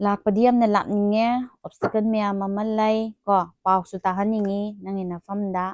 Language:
Manipuri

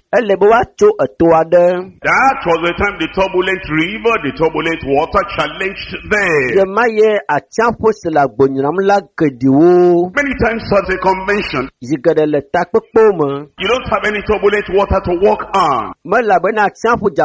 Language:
Ewe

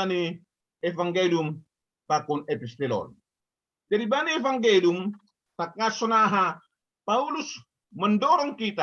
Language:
Batak Simalungun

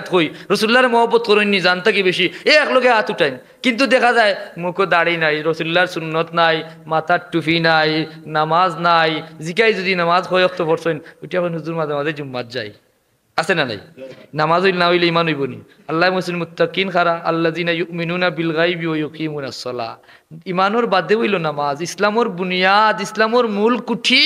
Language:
Sylheti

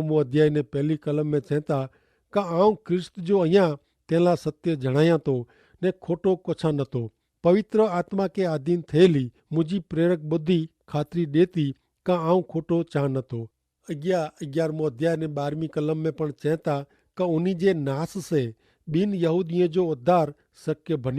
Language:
Kachhi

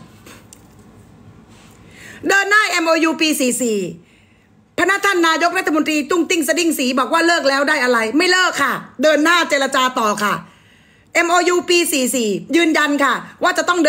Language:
Thai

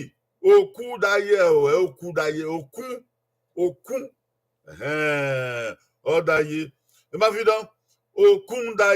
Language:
Bini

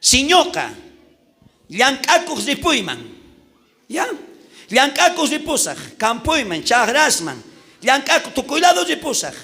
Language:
South Bolivian Quechua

